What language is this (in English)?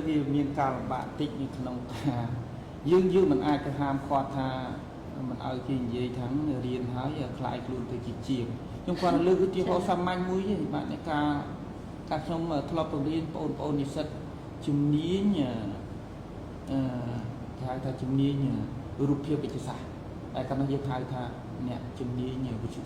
Khmer